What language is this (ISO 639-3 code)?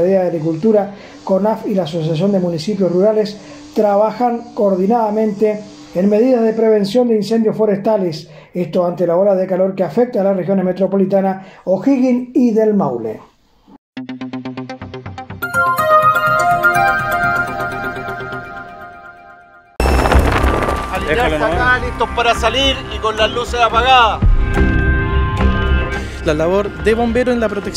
spa